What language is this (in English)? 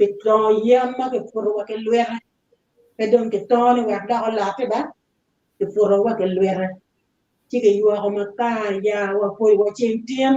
Acoli